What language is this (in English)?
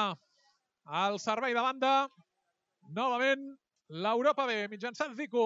Catalan